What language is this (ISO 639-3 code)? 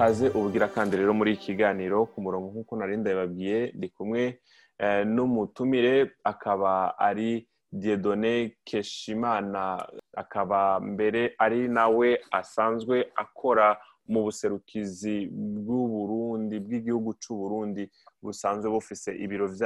run